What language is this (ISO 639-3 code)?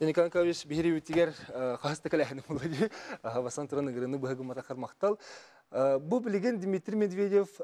sah